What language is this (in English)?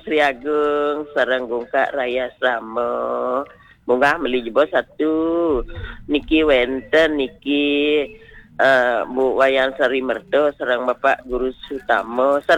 Balinese